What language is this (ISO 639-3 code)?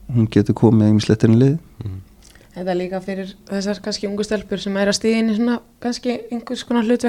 isl